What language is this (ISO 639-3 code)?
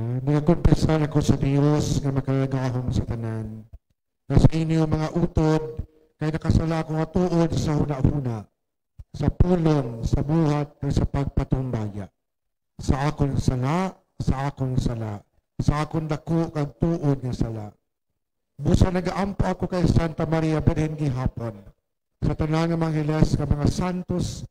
hil